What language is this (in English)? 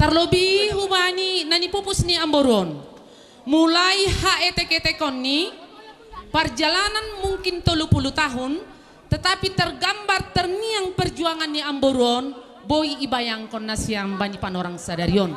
Batak Simalungun